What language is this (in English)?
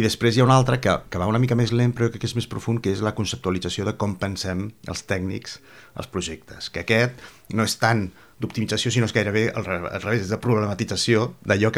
Catalan